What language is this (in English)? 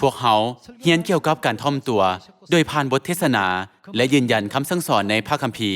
Lao